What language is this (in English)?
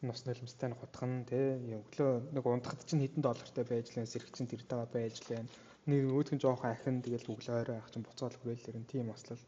Mongolian